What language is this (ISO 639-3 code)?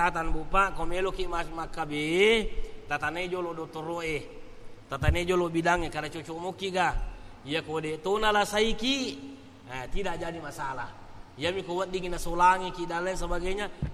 bug